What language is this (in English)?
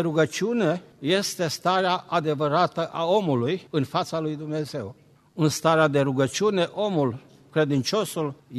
Romanian